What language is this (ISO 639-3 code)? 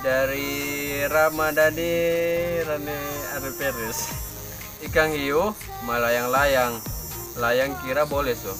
xmm